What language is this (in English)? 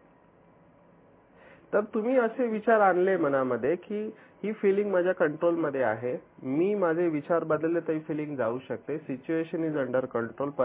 Marathi